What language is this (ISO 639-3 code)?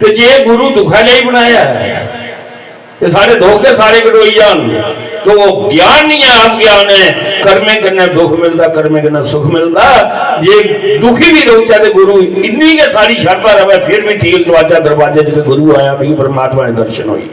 doi